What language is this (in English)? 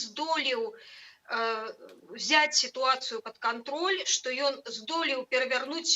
Belarusian